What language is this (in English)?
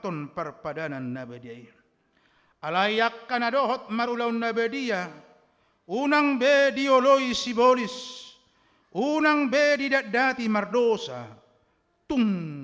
Batak Toba